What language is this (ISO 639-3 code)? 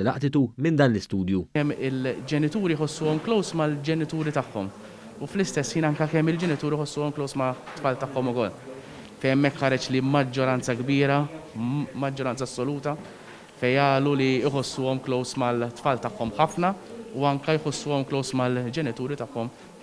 mlt